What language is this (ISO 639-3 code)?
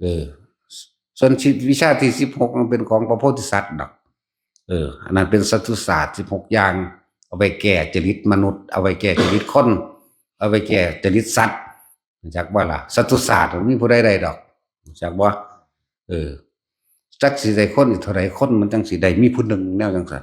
tts